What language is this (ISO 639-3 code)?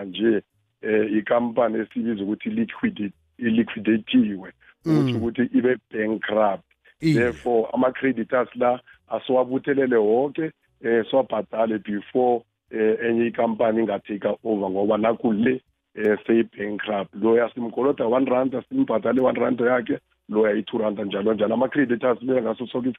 nbl